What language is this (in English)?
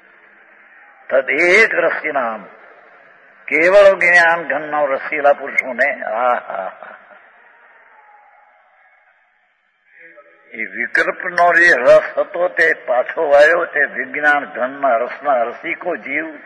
Gujarati